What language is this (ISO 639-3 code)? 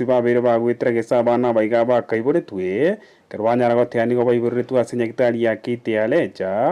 guz